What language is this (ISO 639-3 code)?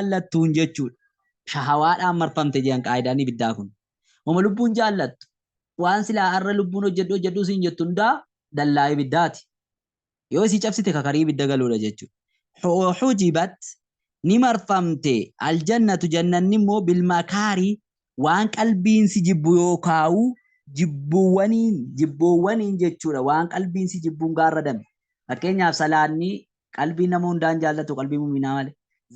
orm